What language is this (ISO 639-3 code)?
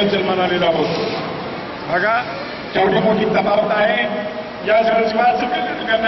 mar